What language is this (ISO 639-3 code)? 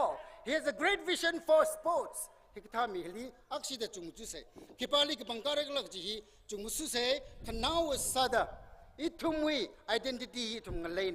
nmf